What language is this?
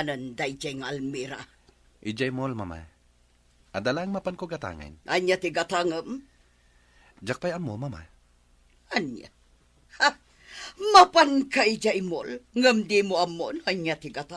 Iloko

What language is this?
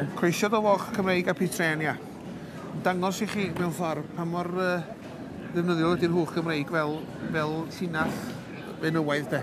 Welsh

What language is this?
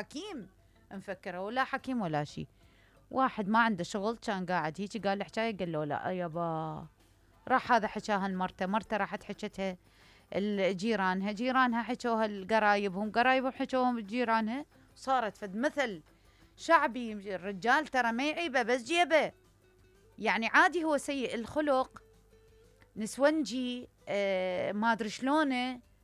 Mesopotamian Arabic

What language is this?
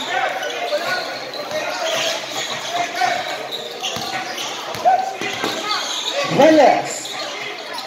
Filipino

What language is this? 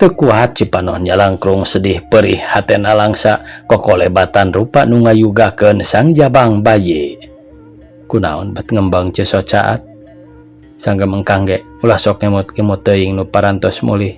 Sundanese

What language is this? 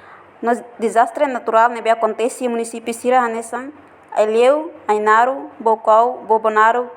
Tetum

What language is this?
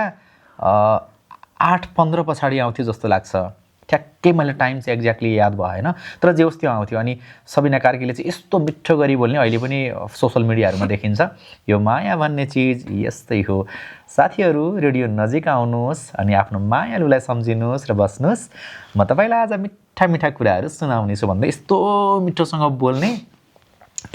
Nepali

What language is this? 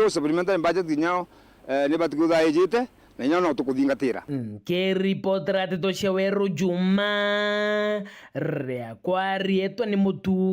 Meru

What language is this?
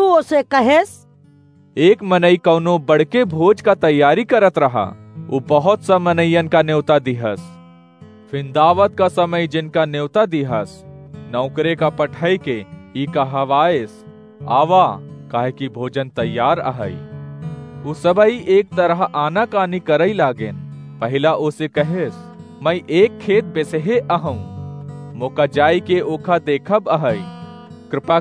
Awadhi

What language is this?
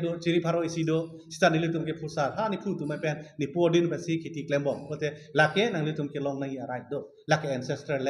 Karbi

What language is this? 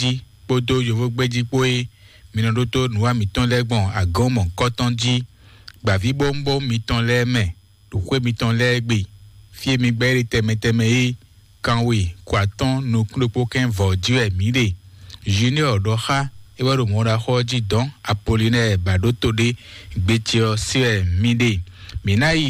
Fon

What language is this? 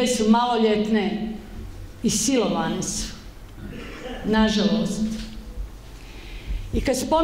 Bosnian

